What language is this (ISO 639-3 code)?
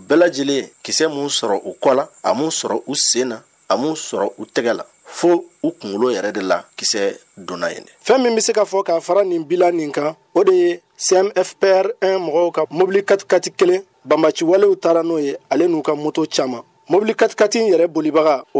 bam